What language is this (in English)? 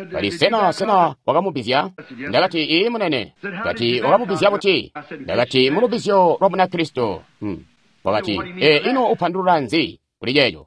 Tonga (Zambia)